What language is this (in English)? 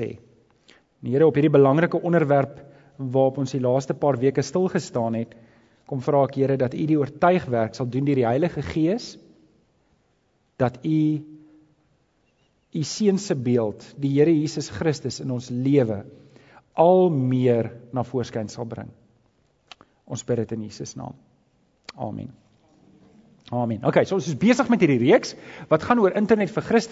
Afrikaans